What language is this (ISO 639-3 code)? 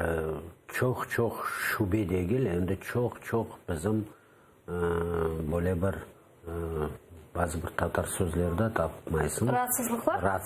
crh